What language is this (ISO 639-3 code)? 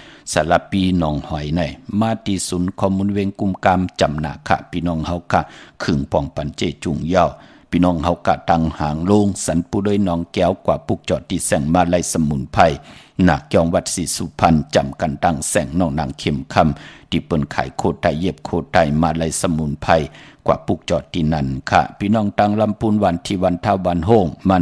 shn